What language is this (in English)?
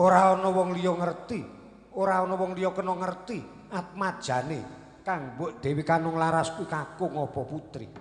Javanese